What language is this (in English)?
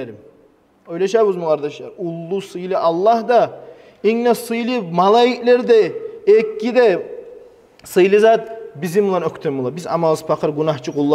Kumyk